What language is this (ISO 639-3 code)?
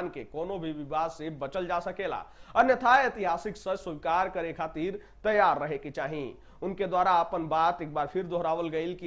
bho